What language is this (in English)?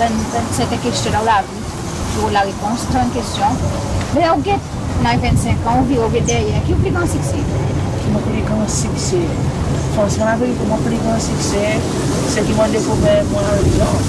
Seselwa Creole French